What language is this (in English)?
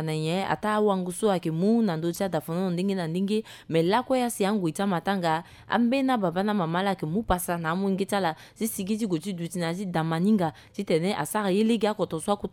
Sango